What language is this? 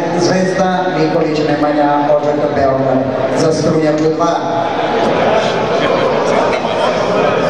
Serbian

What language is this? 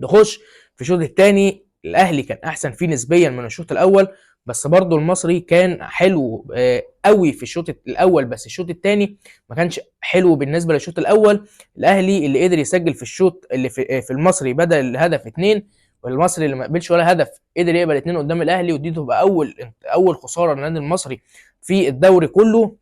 Egyptian Arabic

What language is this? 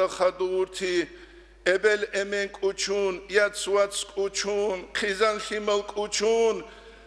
Avaric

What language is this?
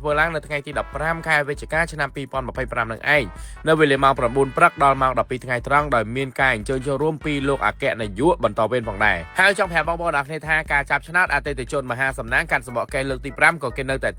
Khmer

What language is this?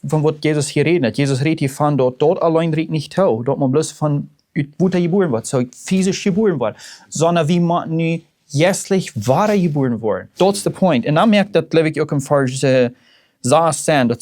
Plautdietsch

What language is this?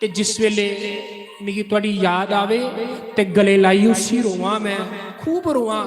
Dogri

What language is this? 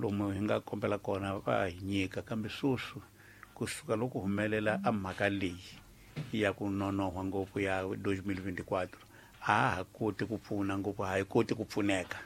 Tsonga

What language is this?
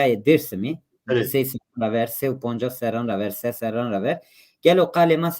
Zaza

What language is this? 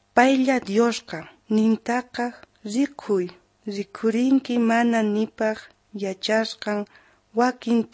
South Bolivian Quechua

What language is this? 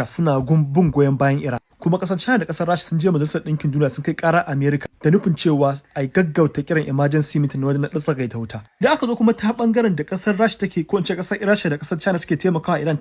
Hausa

